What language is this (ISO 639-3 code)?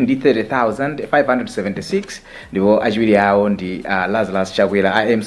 nya